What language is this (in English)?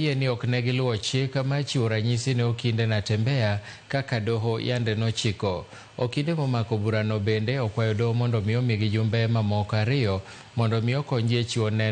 Luo (Kenya and Tanzania)